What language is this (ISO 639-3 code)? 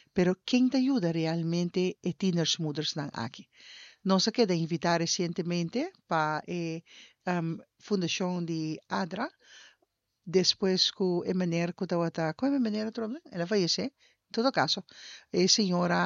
pap